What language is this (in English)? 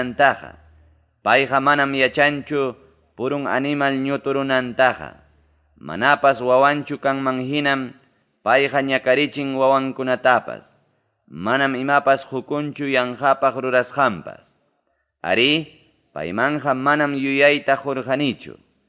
Ayacucho Quechua